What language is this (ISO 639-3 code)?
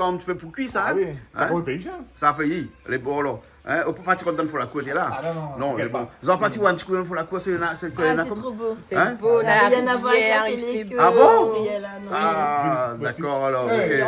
rcf